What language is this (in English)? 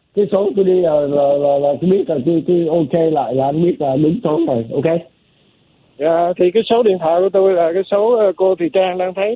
Vietnamese